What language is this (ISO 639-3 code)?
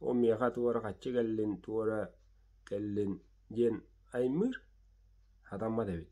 sah